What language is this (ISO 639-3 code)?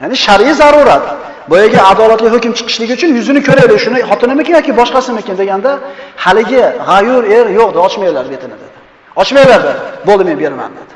uzb